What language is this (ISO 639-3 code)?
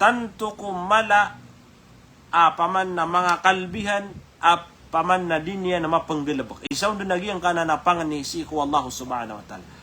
mrw